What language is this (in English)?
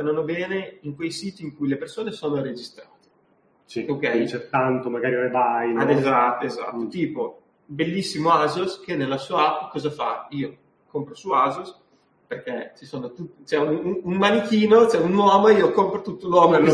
Italian